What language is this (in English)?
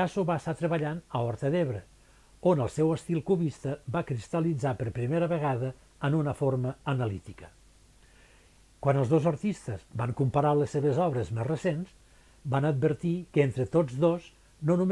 Catalan